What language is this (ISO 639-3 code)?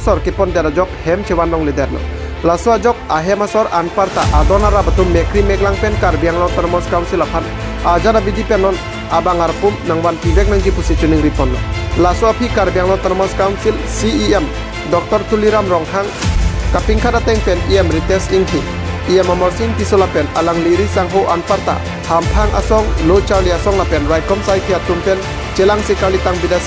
mjw